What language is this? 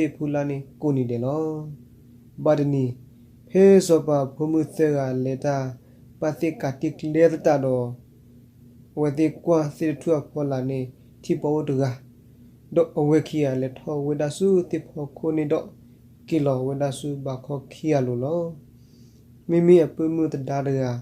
S'gaw Karen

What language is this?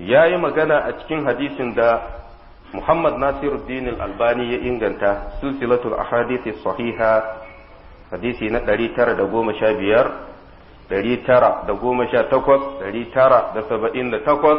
Hausa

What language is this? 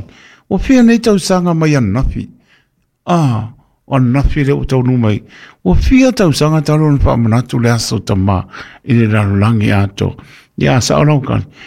Samoan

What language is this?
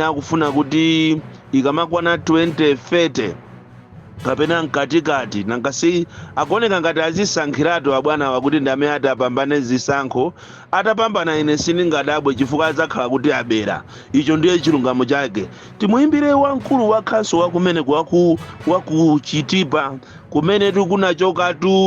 Nyanja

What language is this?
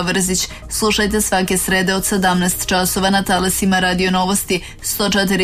Serbian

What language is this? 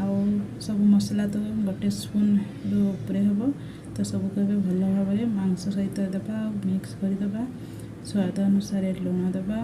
Odia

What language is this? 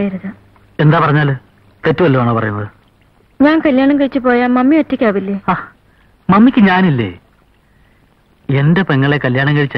Malayalam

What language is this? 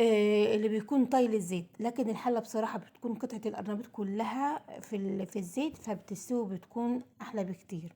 Egyptian Arabic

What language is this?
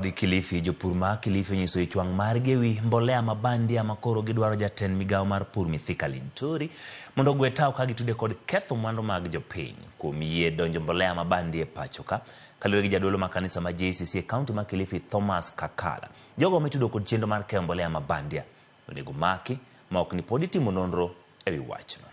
Luo (Kenya and Tanzania)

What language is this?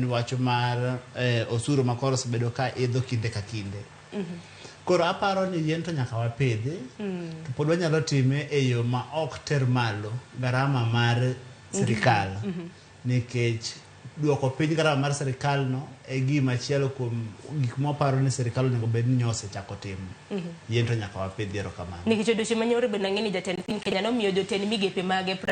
Luo (Kenya and Tanzania)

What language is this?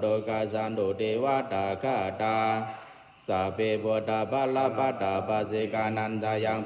Pali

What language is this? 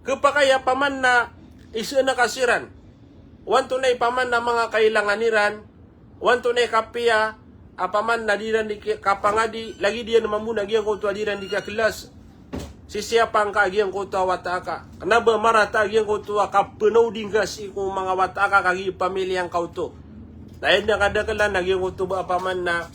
Maranao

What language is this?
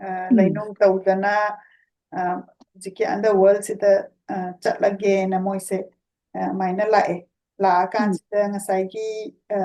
Manipuri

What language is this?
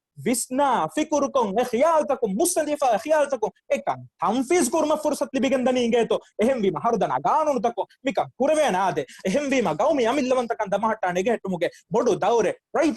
Divehi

